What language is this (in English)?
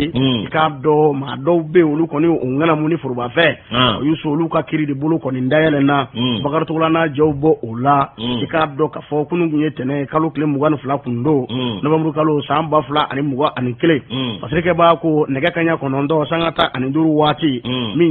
Bambara